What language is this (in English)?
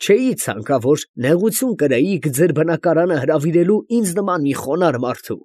Armenian